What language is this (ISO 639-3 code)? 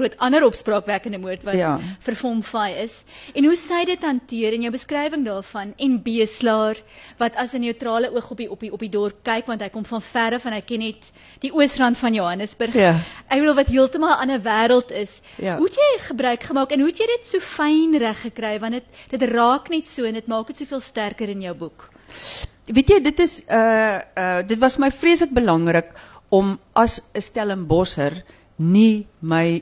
afr